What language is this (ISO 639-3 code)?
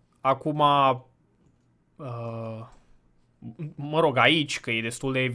ron